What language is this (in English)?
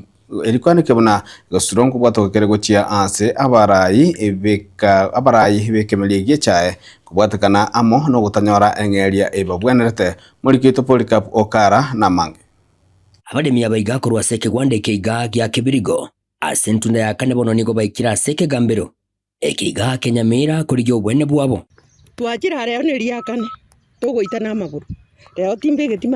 Gusii